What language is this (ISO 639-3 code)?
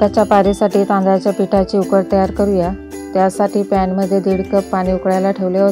mar